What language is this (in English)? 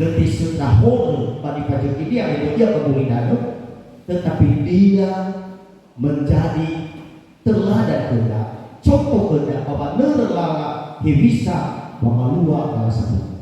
Nias